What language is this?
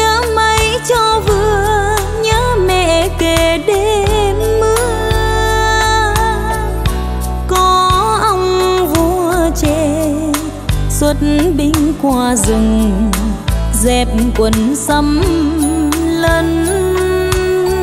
Vietnamese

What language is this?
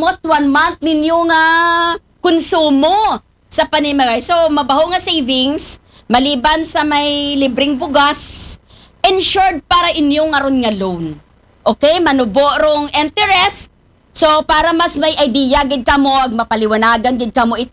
Aklanon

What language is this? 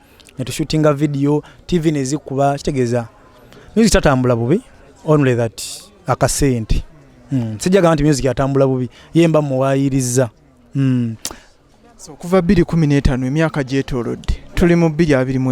Ganda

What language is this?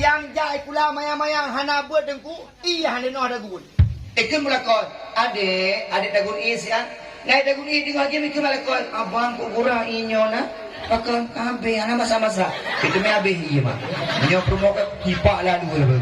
Achinese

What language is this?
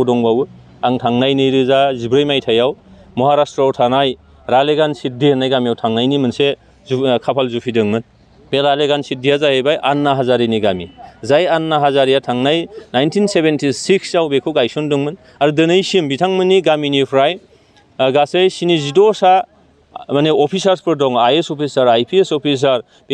Bodo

